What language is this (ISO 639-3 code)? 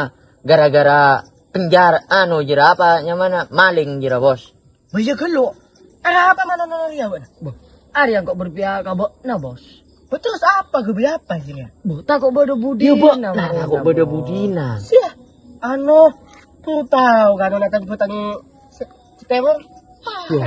mad